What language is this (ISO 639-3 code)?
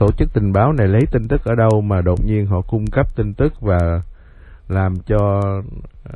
vie